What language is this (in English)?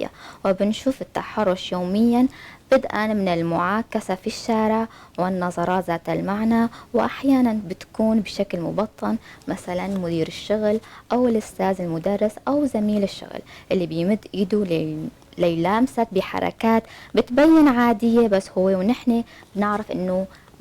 North Levantine Arabic